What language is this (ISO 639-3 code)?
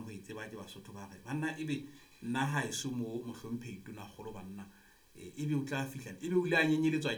sot